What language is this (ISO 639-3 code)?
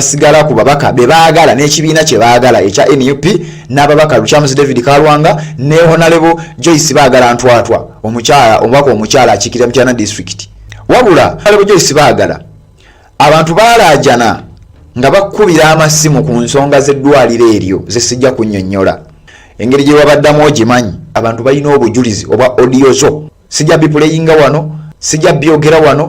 lug